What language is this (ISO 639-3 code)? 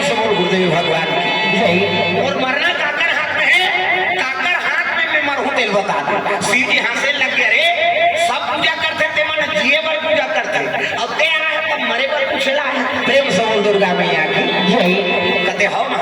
hne